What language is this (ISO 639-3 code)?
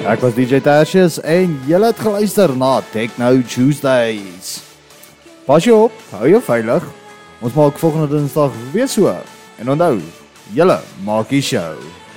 afr